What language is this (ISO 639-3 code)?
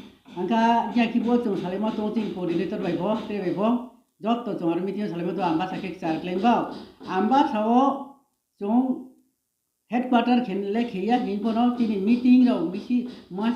ria